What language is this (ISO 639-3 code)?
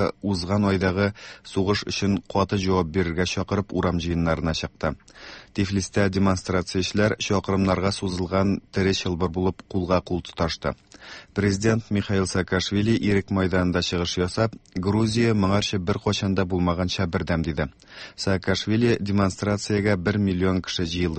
tat